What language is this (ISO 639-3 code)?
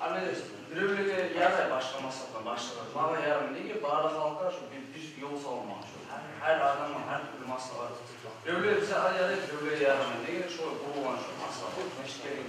kum